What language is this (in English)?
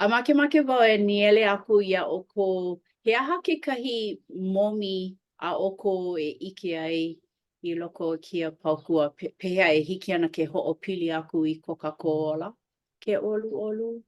Hawaiian